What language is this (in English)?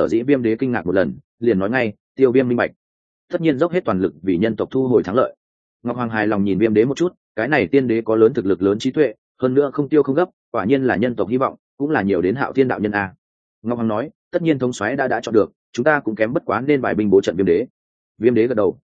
Vietnamese